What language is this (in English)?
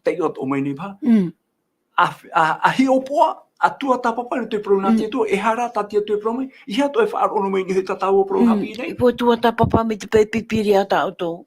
Tahitian